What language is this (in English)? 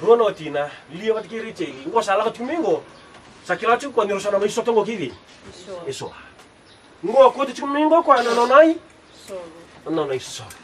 Fijian